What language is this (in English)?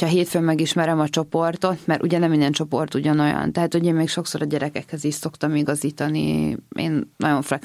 Hungarian